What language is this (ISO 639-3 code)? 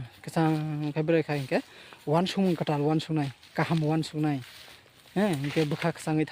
trp